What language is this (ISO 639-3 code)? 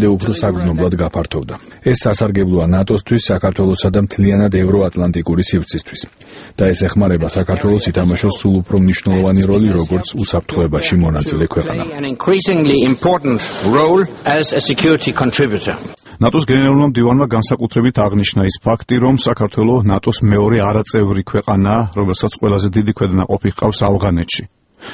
kat